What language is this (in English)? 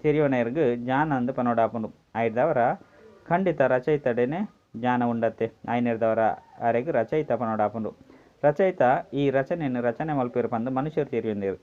Tulu